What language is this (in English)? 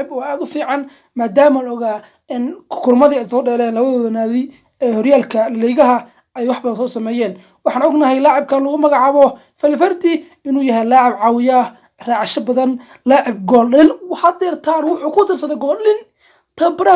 Somali